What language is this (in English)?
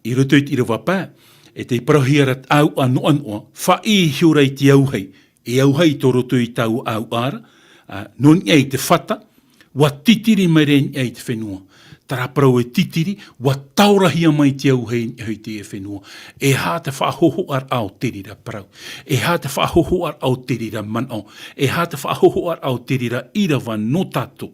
Tahitian